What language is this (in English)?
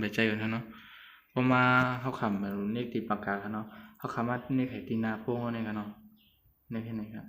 Shan